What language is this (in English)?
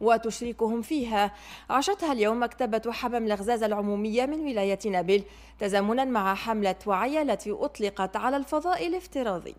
Tunisian Arabic